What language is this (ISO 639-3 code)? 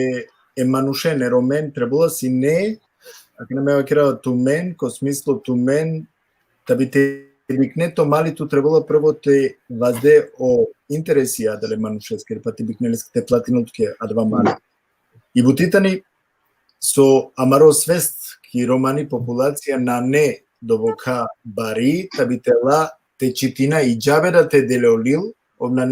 rmn